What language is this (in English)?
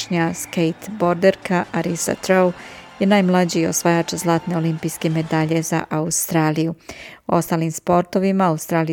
Serbian